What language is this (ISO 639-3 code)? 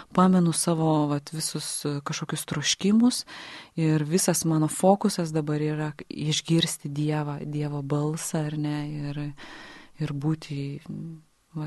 lit